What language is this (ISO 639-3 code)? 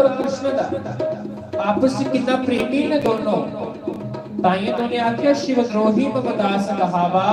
doi